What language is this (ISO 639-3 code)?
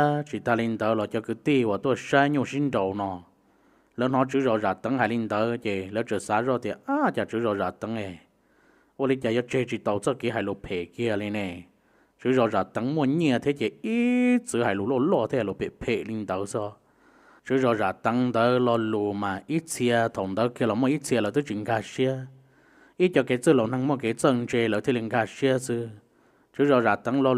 hmn